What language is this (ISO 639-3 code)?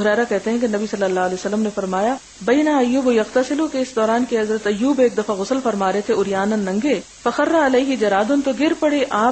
urd